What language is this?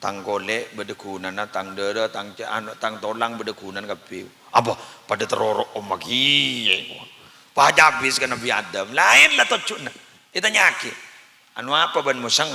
Madurese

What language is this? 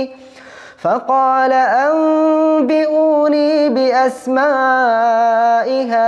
Arabic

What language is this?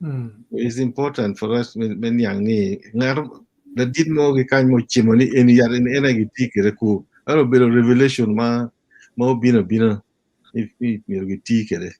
Acoli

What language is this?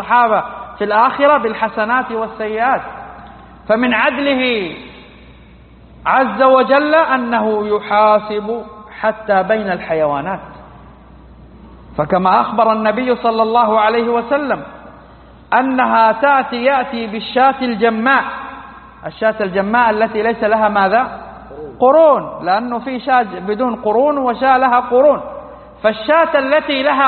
Arabic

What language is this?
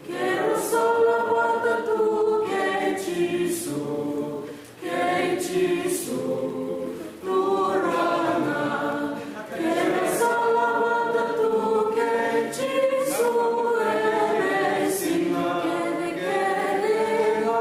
Fijian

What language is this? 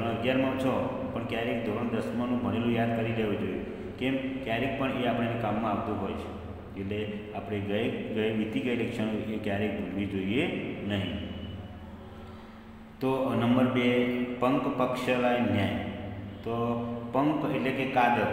Gujarati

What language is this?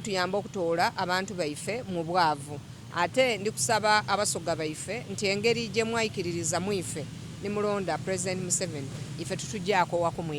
Soga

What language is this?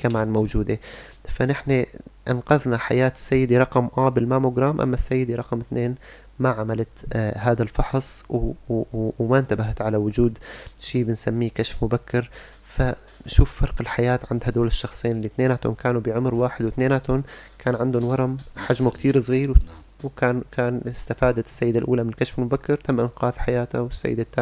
North Levantine Arabic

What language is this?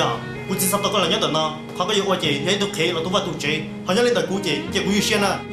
Hmong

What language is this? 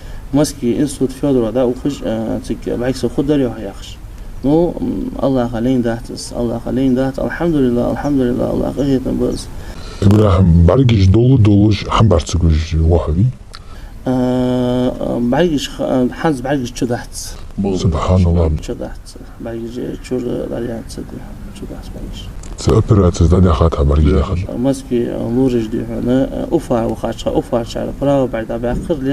Chechen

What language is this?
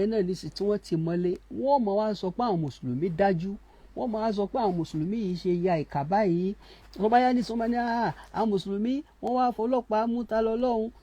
Yoruba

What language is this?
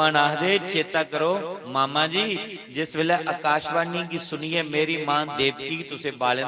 Dogri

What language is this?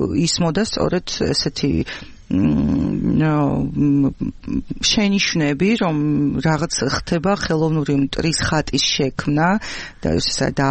Georgian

